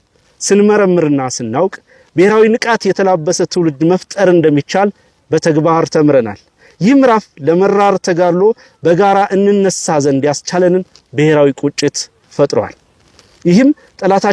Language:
Amharic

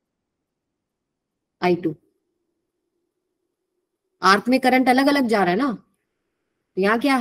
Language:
Hindi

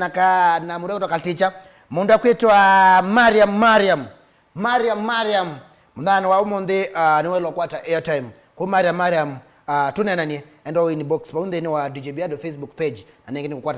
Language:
Kamba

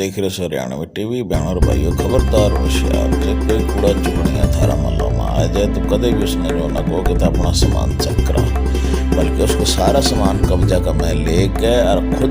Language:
Haryanvi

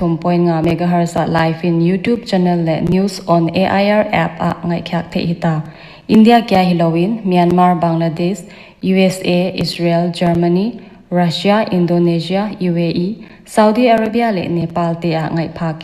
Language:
Paite Chin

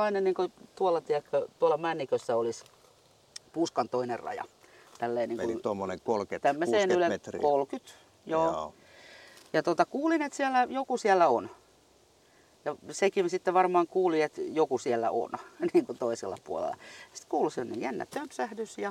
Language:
Finnish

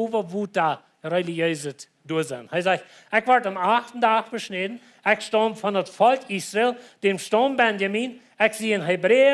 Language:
Plautdietsch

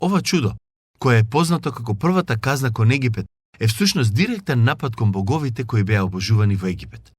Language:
Macedonian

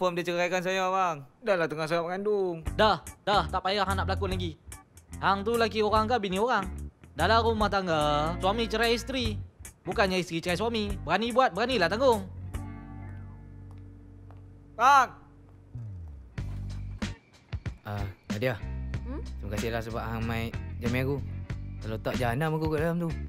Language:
Malay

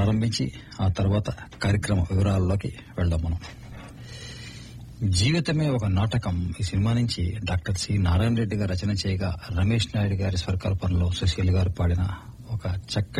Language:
Telugu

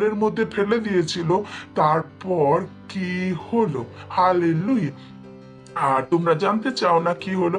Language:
Bangla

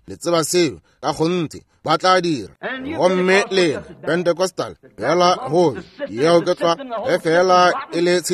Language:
Northern Sotho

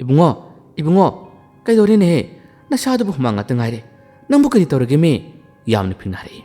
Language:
Manipuri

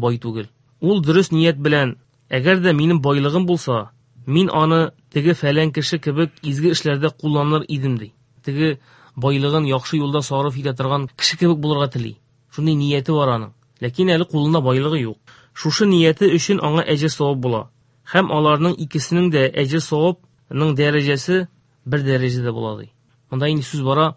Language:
Tatar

